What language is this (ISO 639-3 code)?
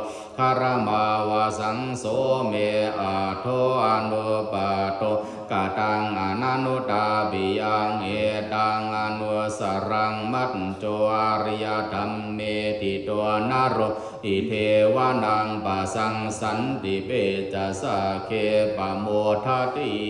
pli